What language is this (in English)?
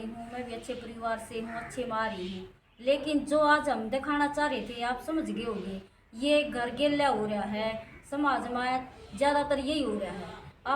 Haryanvi